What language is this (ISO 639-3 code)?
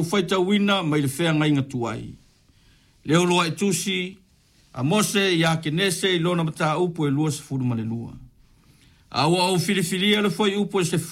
smo